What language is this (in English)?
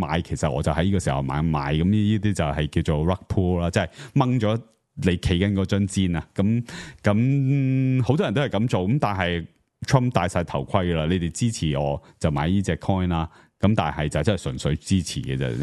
Cantonese